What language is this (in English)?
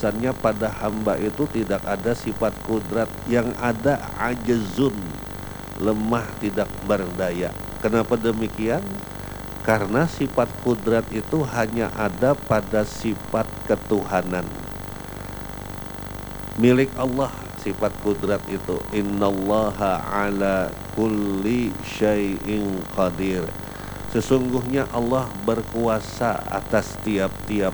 Indonesian